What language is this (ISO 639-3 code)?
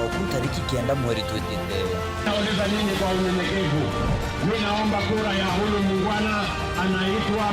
mer